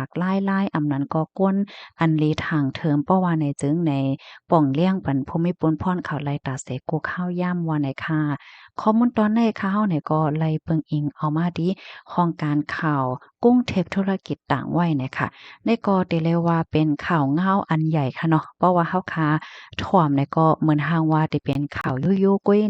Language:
Shan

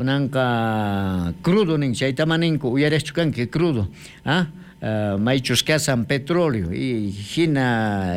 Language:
South Bolivian Quechua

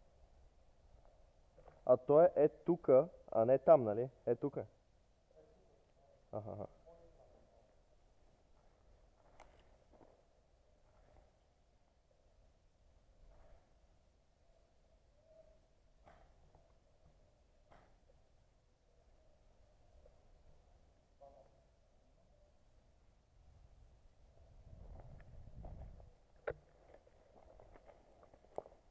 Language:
Bulgarian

